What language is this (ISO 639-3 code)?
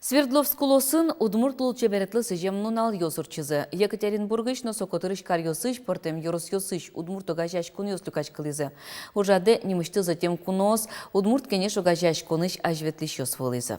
udm